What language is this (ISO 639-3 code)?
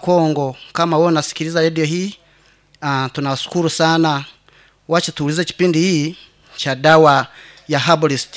nyn